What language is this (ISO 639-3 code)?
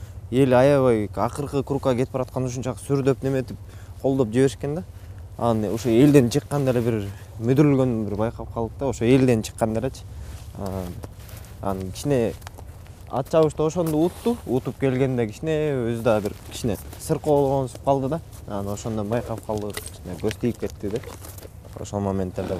kir